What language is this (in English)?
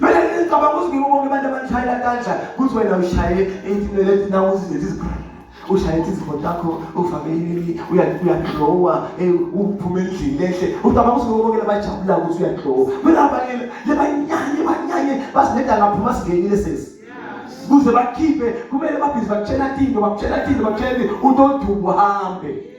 Zulu